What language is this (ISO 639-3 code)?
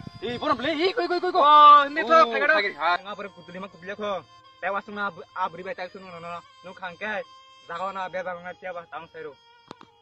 trp